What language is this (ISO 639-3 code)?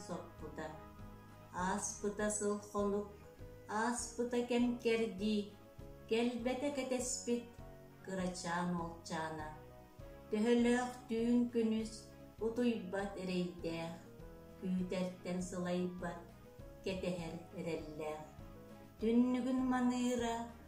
sah